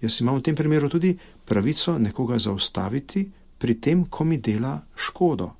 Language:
Slovenian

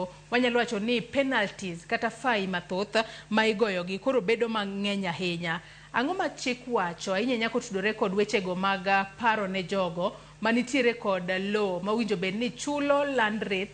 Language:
Luo (Kenya and Tanzania)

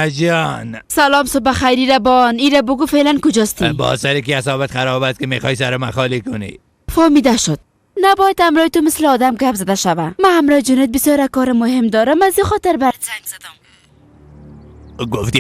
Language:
Persian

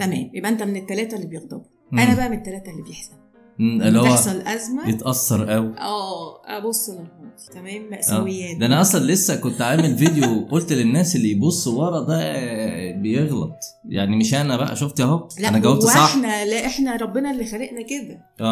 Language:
Egyptian Arabic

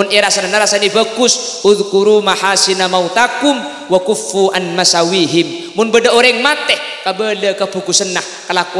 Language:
Madurese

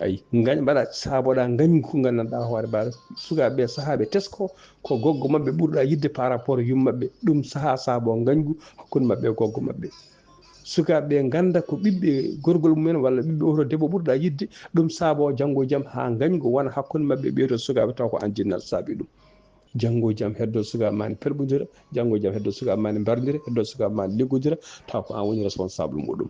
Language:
Fula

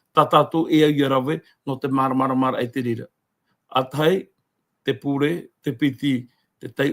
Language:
Tahitian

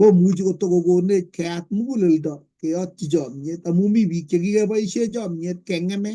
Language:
Kalenjin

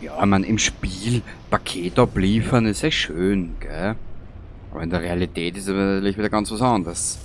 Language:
Bavarian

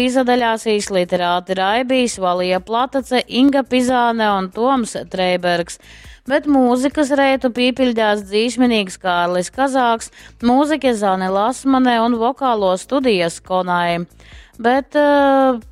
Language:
Latgalian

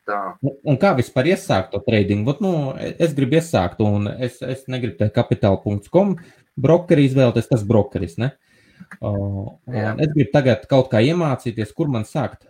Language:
Latvian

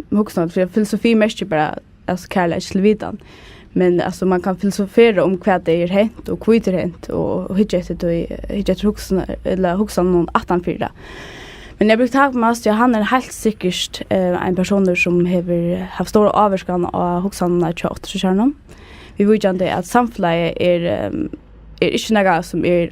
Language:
Faroese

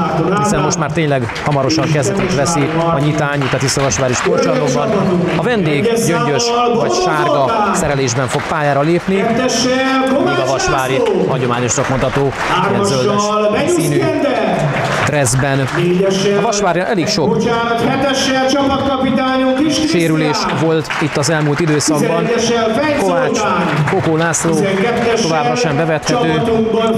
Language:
Hungarian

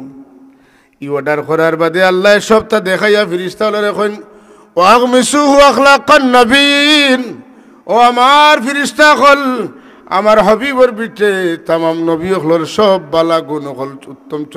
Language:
Sylheti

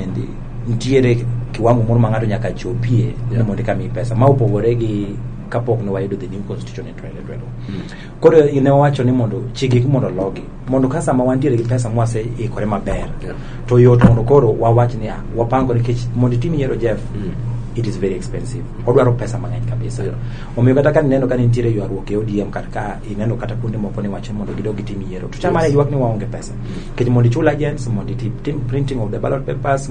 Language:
Luo (Kenya and Tanzania)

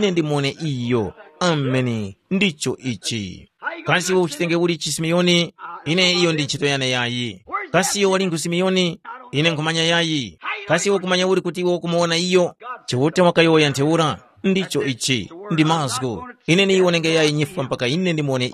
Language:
Tumbuka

